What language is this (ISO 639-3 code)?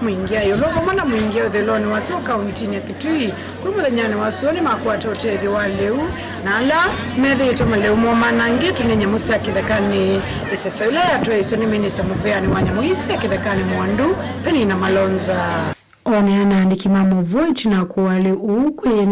kam